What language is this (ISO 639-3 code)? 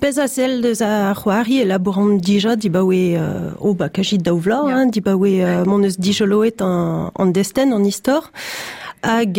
bre